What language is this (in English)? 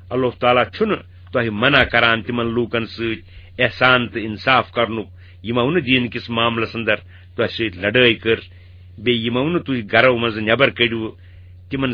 Kashmiri